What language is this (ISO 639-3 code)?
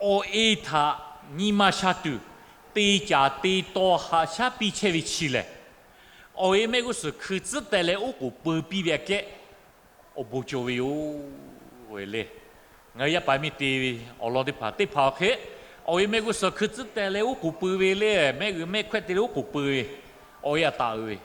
lhu